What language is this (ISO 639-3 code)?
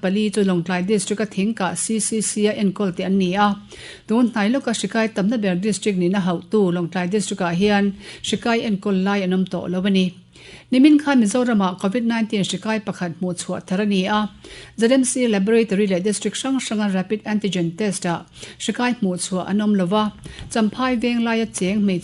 lus